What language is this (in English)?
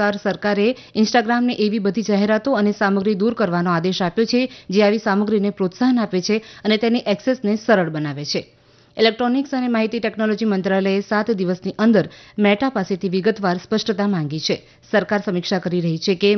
Gujarati